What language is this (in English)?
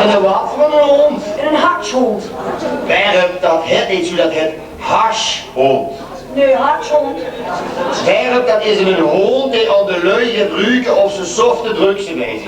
Limburgish